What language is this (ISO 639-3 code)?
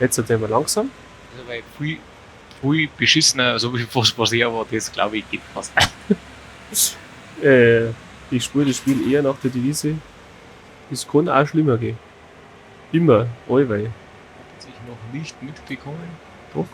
bar